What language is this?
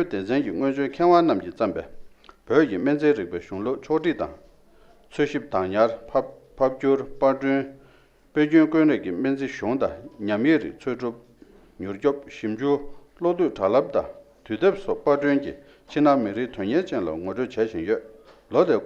Tibetan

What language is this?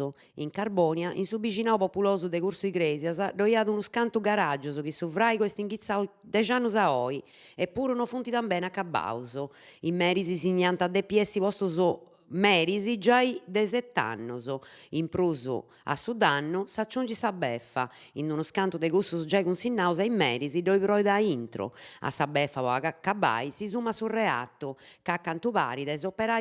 Sardinian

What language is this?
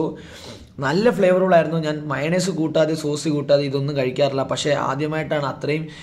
Malayalam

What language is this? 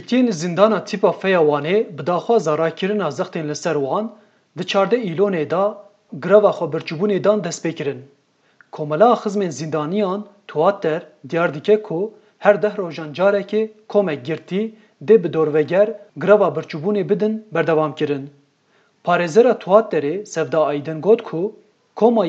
Kurdish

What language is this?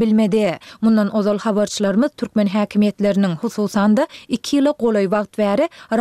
Turkmen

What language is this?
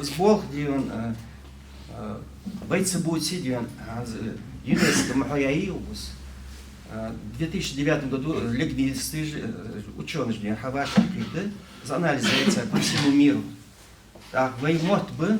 Ingush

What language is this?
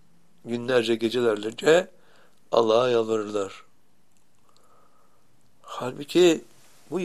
Turkish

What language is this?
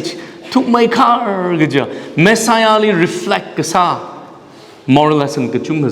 Tangkhul Naga (India)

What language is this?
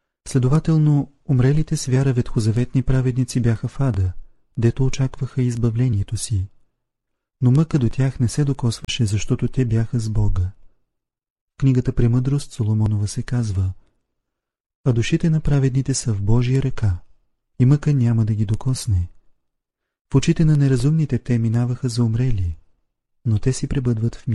Bulgarian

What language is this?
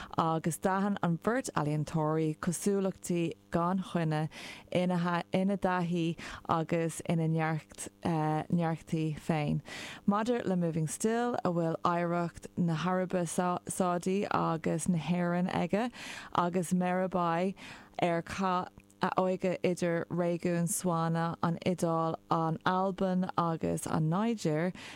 Irish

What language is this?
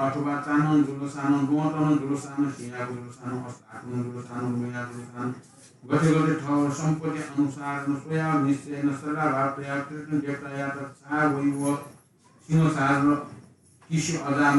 Newari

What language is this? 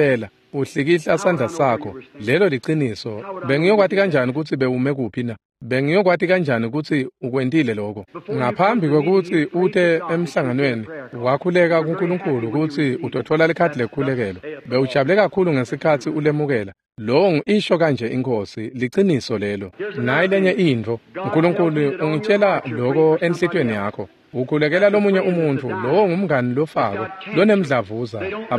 Swati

